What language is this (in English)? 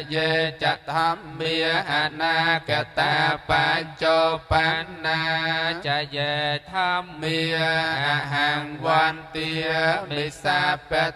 Khmer